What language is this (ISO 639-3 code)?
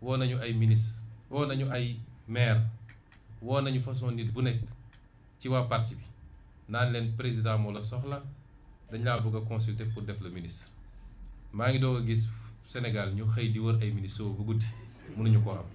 wol